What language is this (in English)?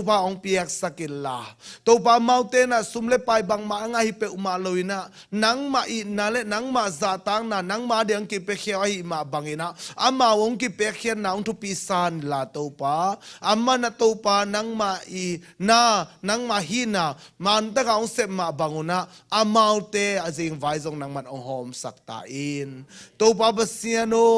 Tedim Chin